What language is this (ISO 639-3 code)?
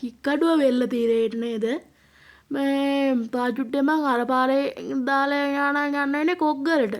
sin